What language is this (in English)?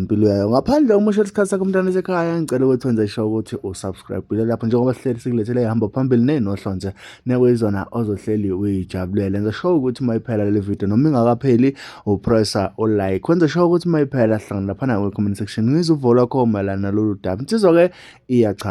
Zulu